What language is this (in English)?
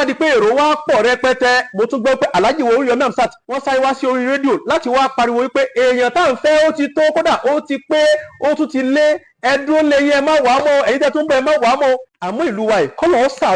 Yoruba